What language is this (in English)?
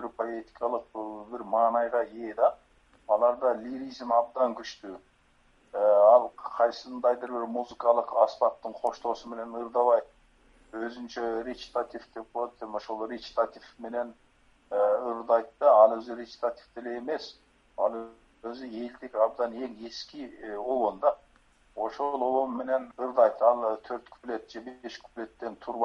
Kyrgyz